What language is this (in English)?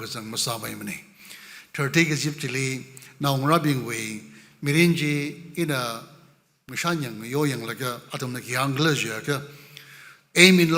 Tangkhul Naga (India)